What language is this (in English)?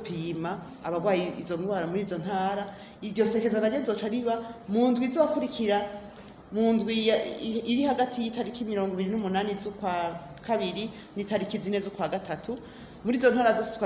Rundi